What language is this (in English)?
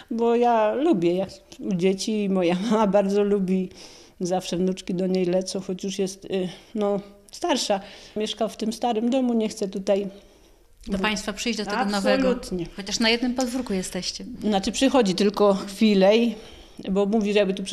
Polish